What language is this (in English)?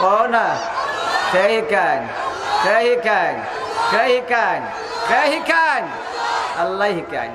Sylheti